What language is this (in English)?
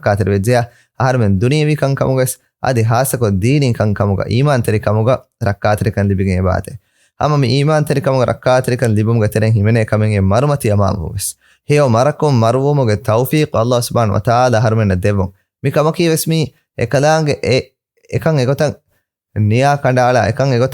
Divehi